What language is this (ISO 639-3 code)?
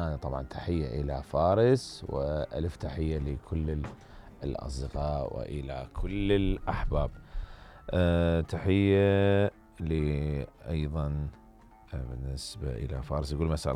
acm